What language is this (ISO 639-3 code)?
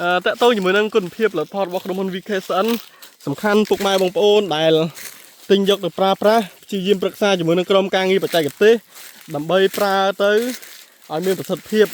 khm